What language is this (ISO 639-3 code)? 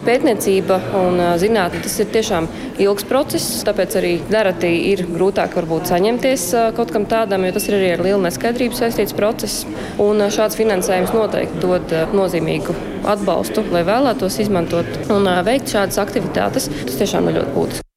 lav